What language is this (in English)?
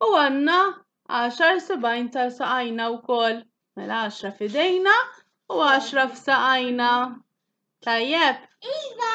Maltese